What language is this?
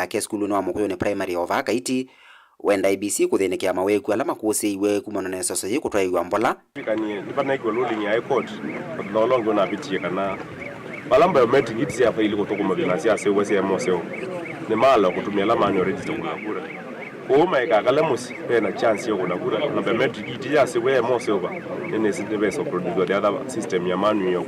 Kamba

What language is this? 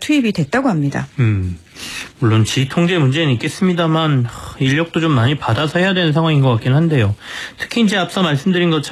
Korean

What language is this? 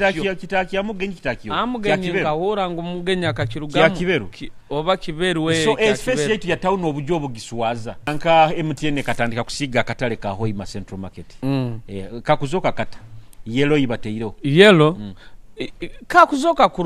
Nyoro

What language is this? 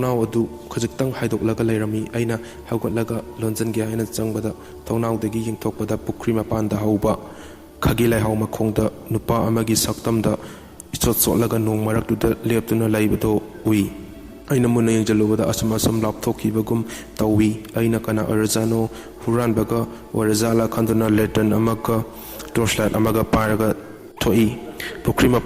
Manipuri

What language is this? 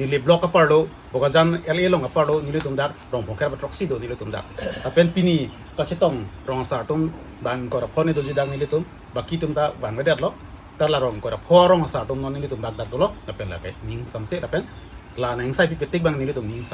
Karbi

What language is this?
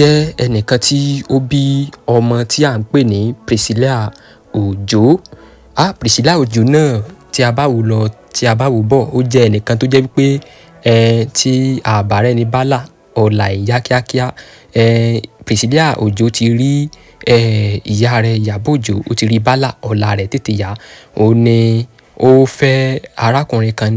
Yoruba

